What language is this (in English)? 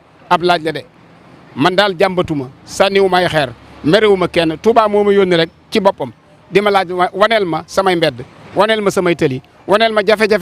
Wolof